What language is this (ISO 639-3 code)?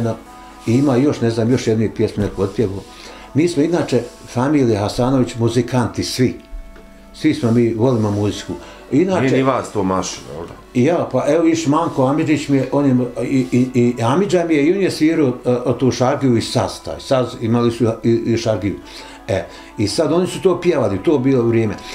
bos